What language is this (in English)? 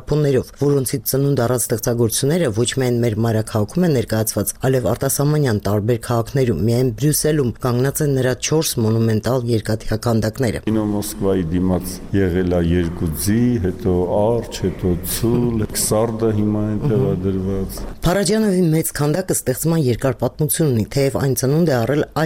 Armenian